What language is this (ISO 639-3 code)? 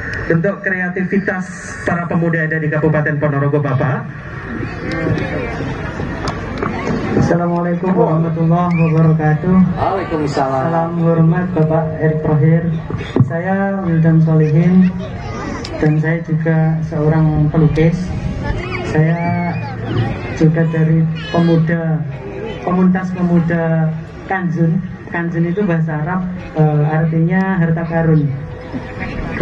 ind